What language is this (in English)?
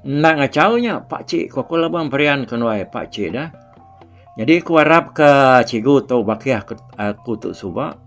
Iban